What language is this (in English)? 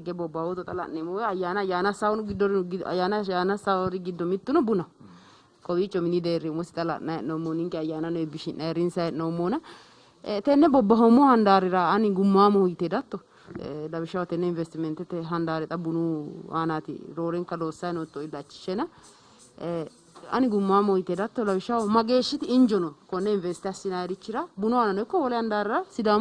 Sidamo